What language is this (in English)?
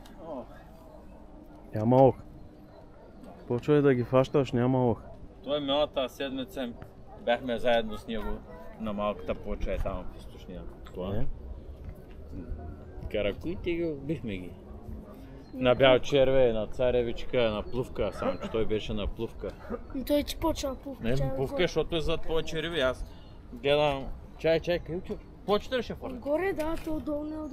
Bulgarian